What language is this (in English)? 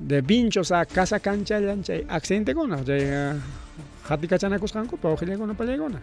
Ayacucho Quechua